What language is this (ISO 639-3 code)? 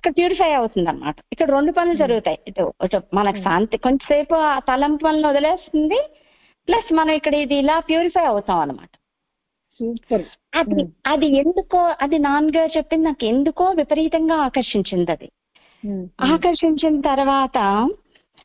tel